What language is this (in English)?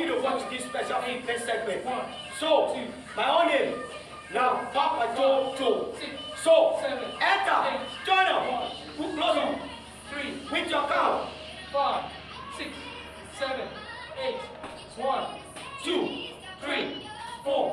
Nigerian Pidgin